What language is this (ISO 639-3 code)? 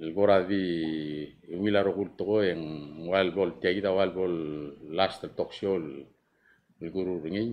pau